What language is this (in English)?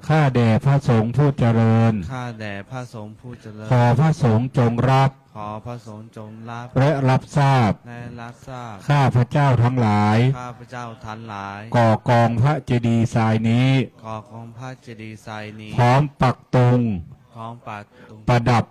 Pali